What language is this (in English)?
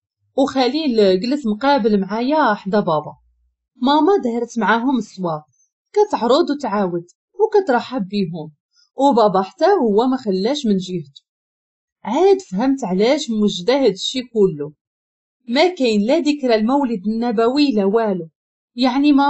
Moroccan Arabic